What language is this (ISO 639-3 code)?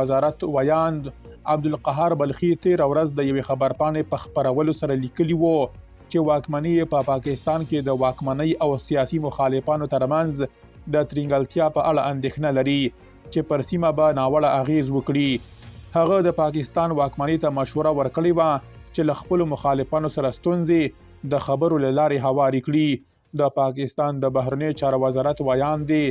pus